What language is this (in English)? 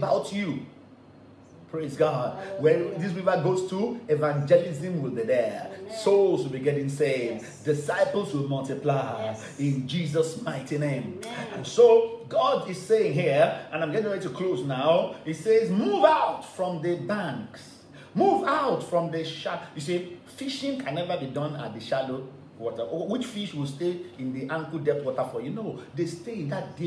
English